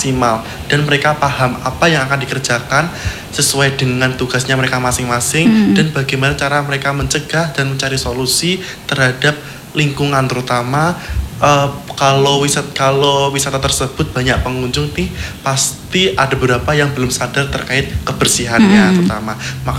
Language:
Indonesian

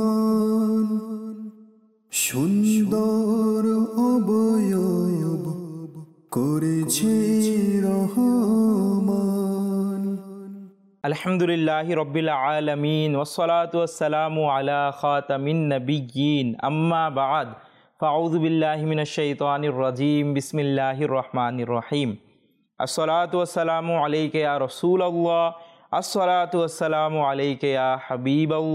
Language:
Bangla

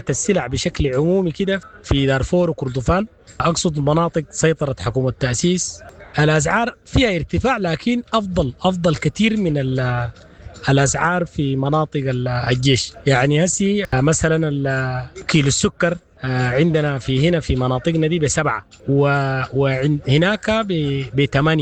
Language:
Sudanese Arabic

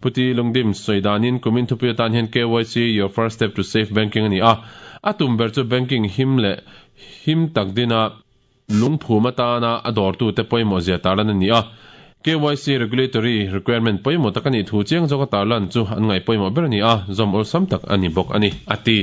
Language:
Mizo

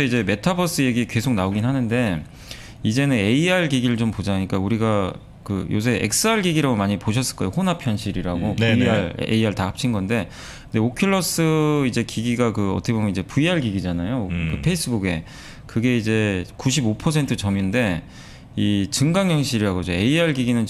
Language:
Korean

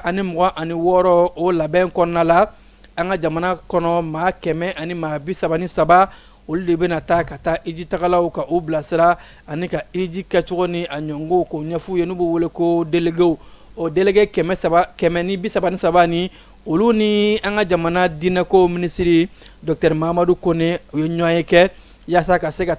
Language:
Bambara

